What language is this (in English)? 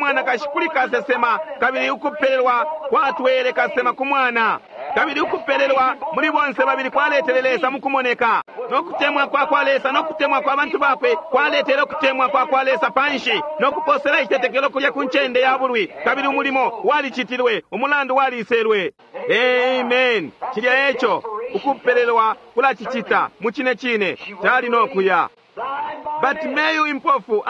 Bemba